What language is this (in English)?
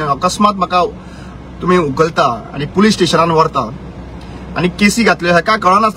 Konkani